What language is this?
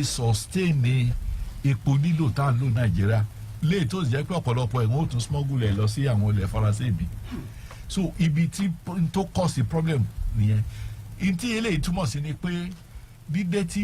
Yoruba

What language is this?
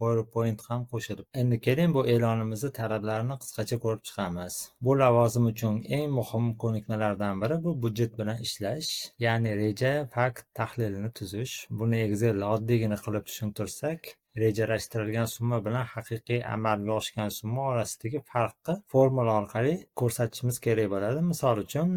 Uzbek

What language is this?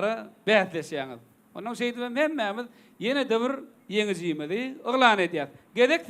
Turkmen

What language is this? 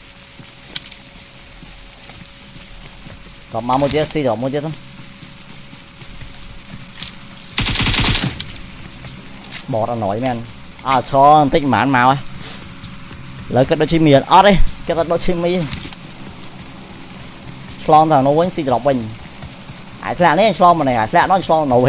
Vietnamese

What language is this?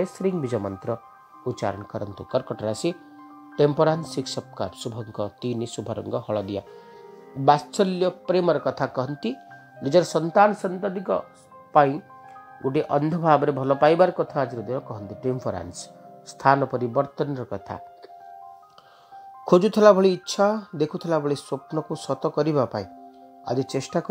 Odia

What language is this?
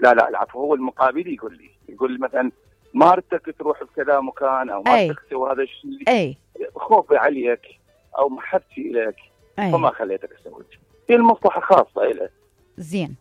Mesopotamian Arabic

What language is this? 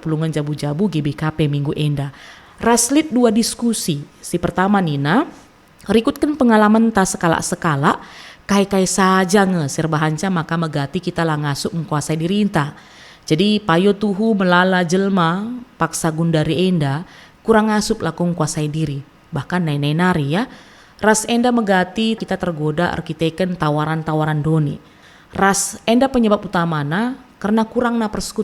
Batak Karo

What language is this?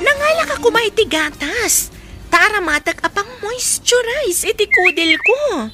Iloko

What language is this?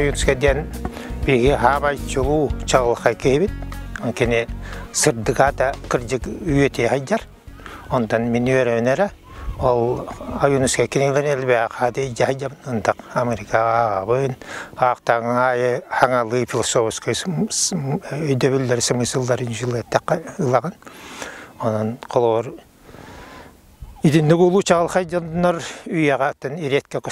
Yakut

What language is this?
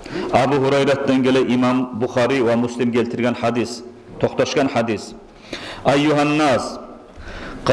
Kumyk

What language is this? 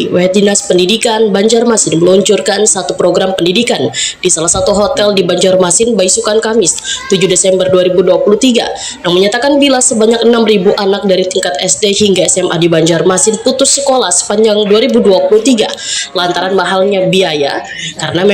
Banjar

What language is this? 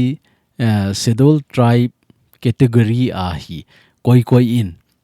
Thado Chin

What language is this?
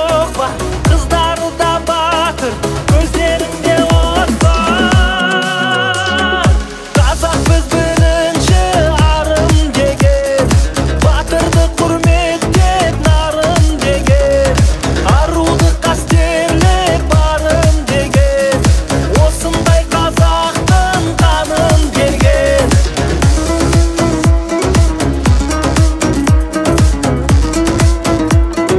Kazakh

